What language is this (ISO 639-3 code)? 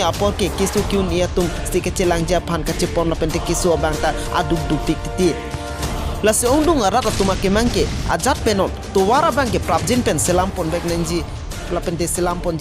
mjw